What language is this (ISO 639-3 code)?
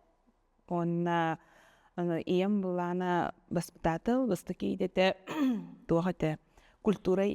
sah